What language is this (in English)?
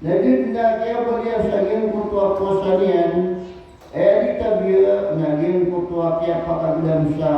Maranao